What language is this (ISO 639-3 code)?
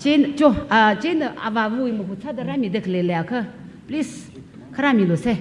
nmf